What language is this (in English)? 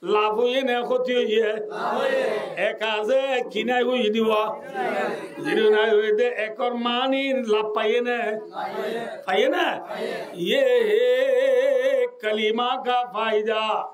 Rohingya